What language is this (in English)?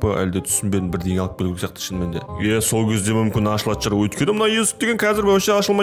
Kazakh